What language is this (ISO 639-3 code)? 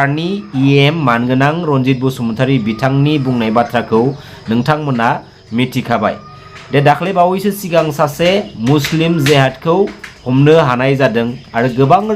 brx